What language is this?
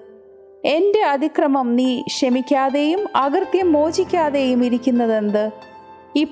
Malayalam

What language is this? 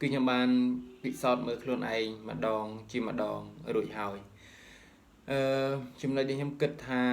Khmer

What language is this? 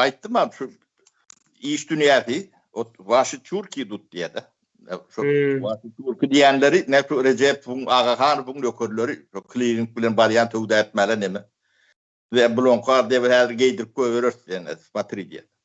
Turkmen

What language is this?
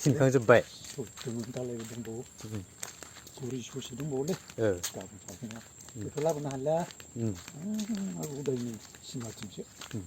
Bodo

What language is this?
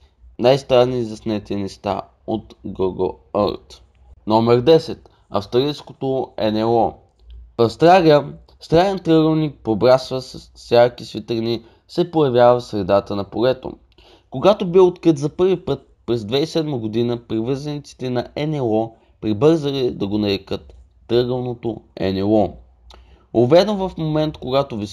Bulgarian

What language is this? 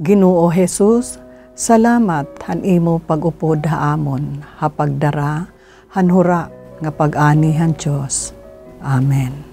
Waray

